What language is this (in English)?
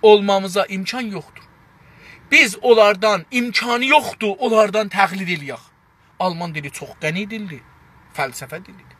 South Azerbaijani